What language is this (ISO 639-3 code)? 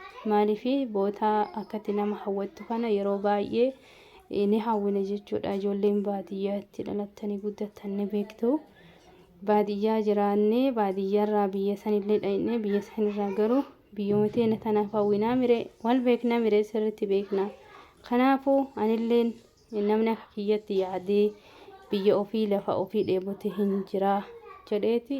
orm